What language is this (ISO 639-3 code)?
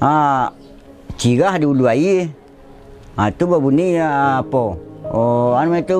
min